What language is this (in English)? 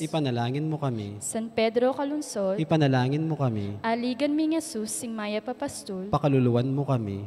Pampanga